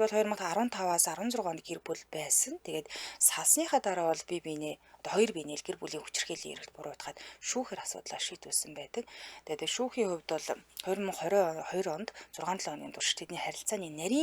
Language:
Mongolian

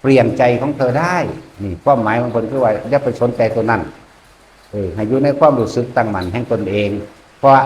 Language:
Northeastern Thai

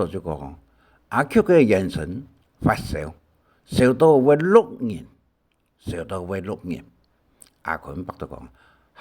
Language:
Hakka Chinese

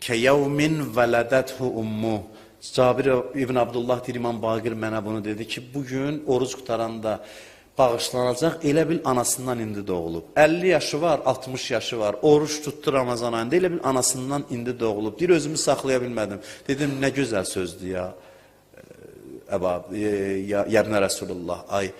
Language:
Azerbaijani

